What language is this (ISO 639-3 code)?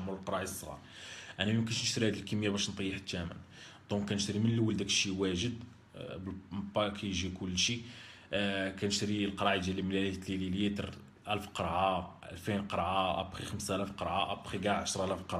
ary